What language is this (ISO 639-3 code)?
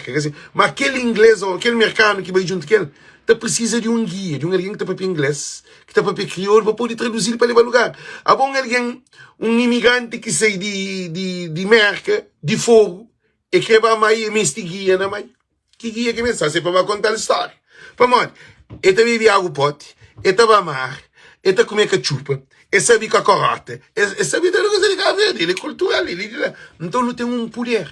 kea